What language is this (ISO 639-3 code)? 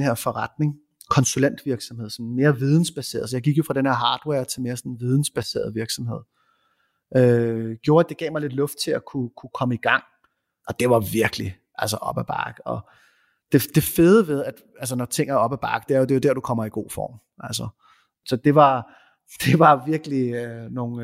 dan